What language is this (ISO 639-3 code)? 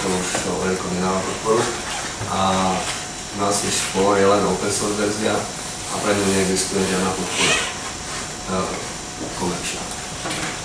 slk